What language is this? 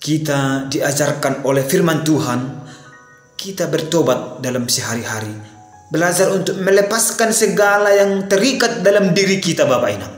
Batak Simalungun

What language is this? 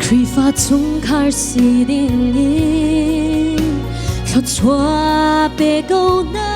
Hakha Chin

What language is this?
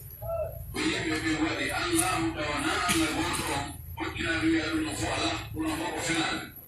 Pular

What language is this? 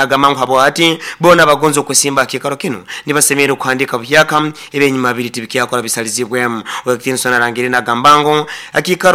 Nyoro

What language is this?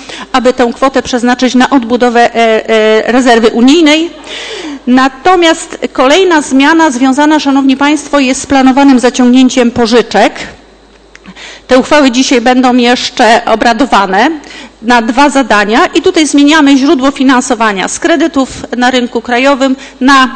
Polish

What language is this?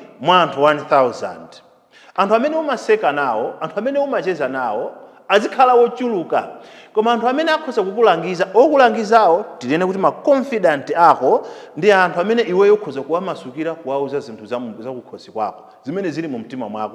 Nyanja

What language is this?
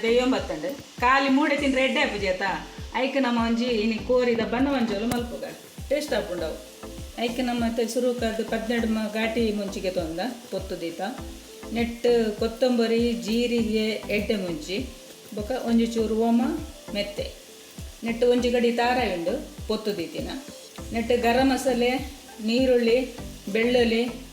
Tulu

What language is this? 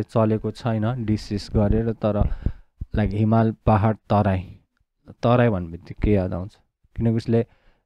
Nepali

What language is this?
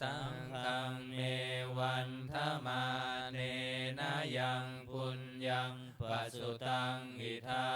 Pali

